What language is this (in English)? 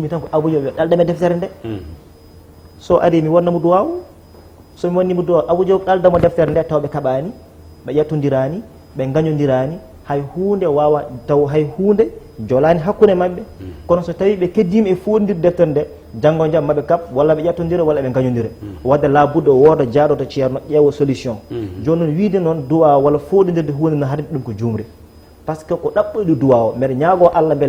Fula